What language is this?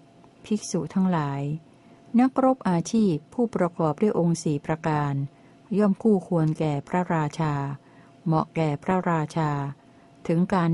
Thai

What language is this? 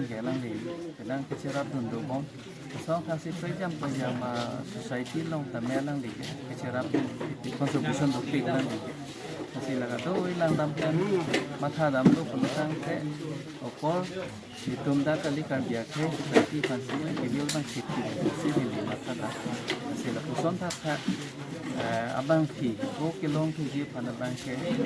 Karbi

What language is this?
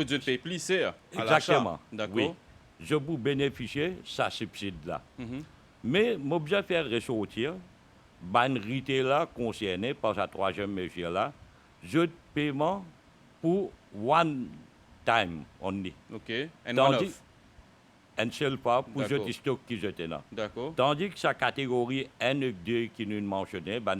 Morisyen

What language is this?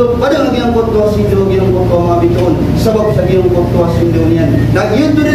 Maranao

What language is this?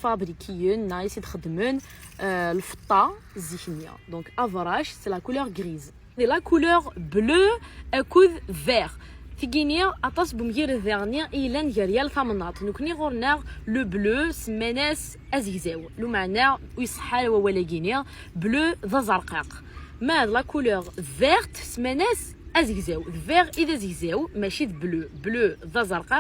Kabyle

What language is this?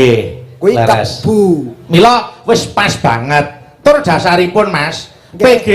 Javanese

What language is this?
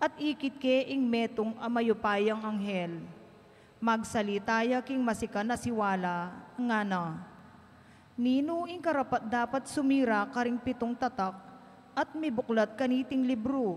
Pampanga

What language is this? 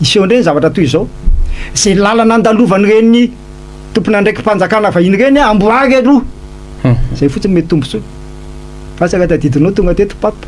Malagasy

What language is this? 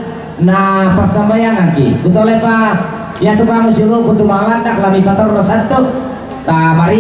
Toraja-Sa'dan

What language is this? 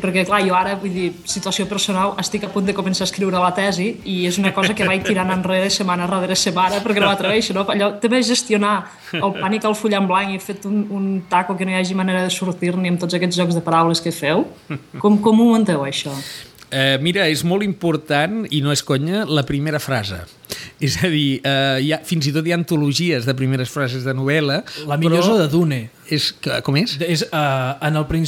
Catalan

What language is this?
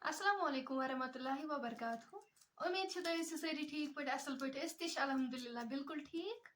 Kashmiri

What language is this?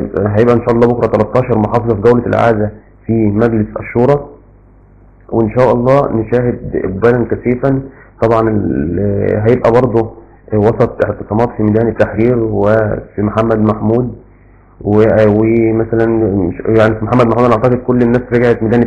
Egyptian Arabic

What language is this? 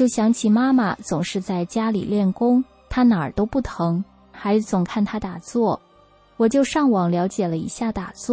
Chinese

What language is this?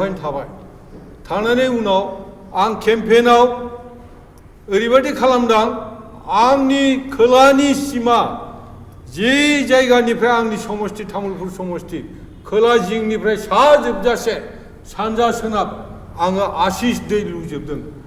Bodo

